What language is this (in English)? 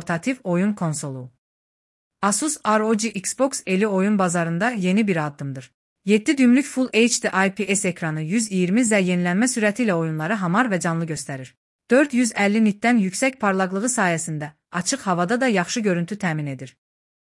Azerbaijani